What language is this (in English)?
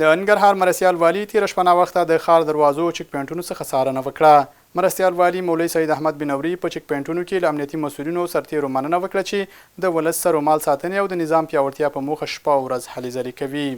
Pashto